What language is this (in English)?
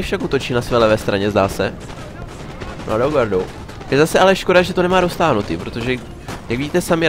Czech